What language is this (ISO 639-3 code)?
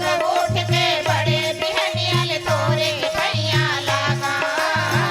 hne